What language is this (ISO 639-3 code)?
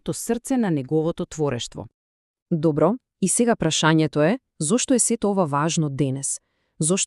mkd